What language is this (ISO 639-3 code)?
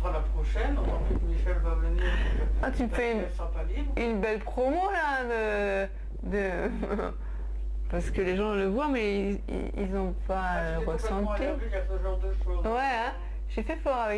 fra